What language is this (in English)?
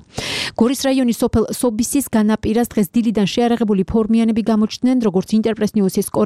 Georgian